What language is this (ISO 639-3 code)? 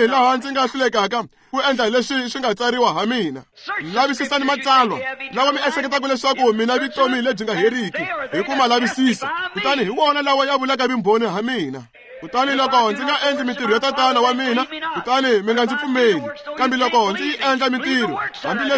tso